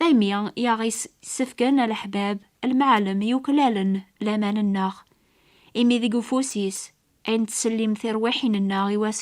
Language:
Kabyle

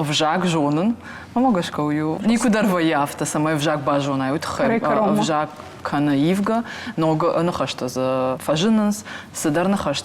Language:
Ossetic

